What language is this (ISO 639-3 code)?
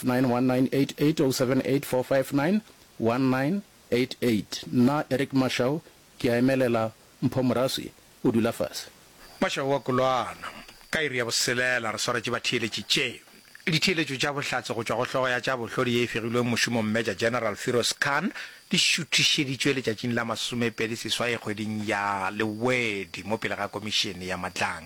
nso